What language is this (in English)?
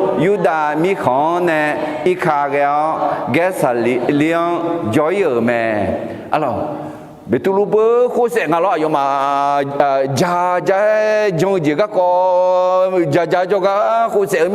Akha